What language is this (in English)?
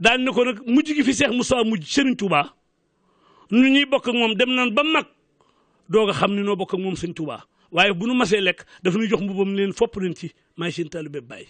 Wolof